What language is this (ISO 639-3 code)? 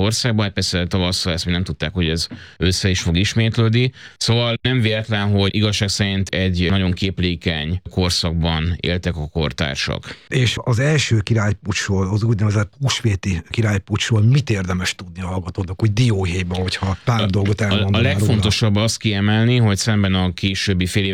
hun